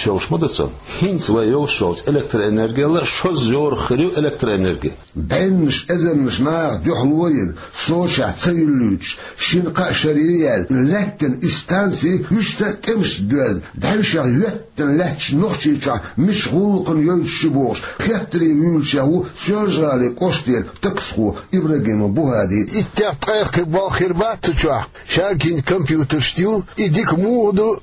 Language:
Chechen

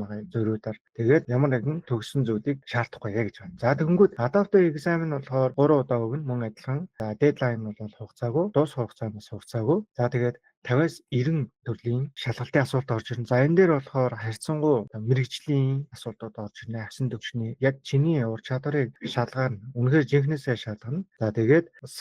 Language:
Mongolian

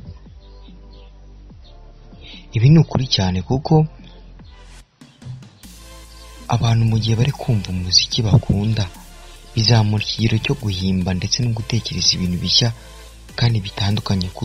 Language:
Kinyarwanda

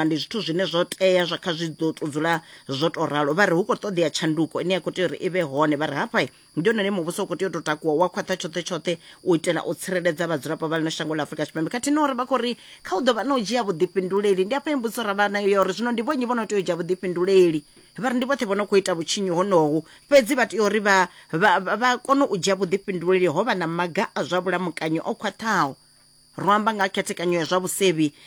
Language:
Venda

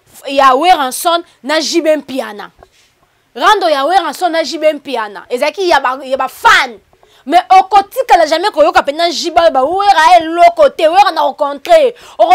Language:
Lingala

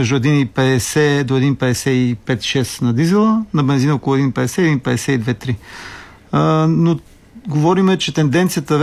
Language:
Bulgarian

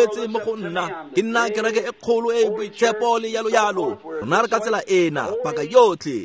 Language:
Tswana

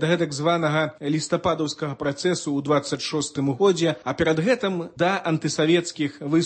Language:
Belarusian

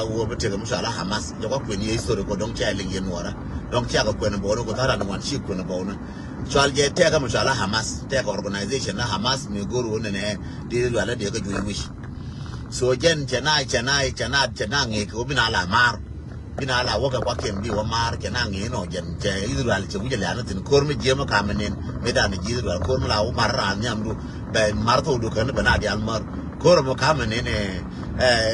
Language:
Nuer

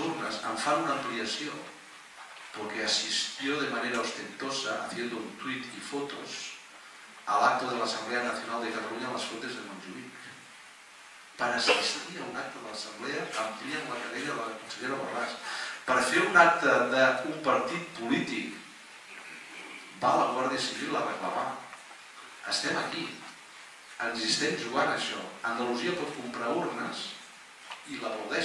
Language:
Catalan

